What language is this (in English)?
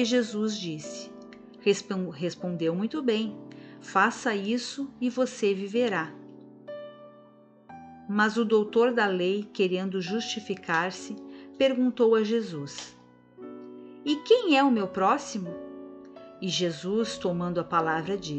Portuguese